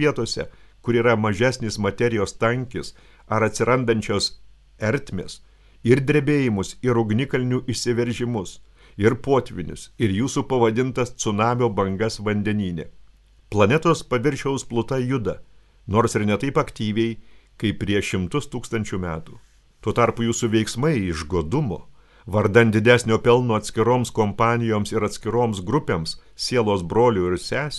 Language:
Lithuanian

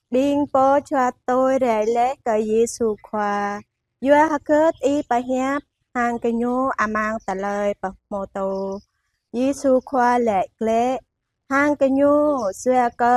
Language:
Jarai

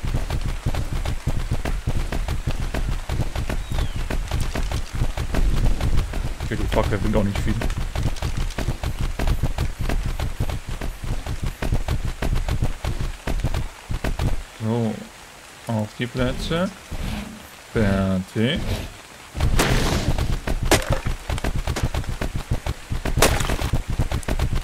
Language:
German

